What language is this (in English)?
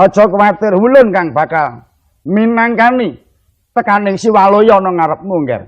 Javanese